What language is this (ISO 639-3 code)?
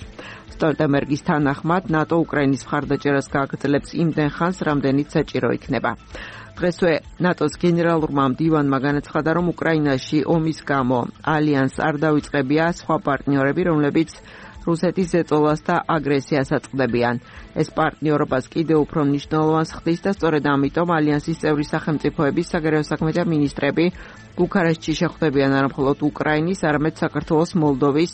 kat